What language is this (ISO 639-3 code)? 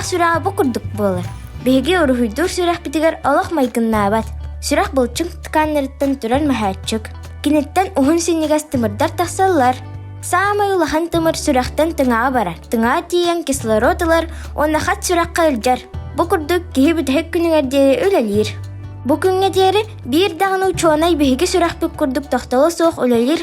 sah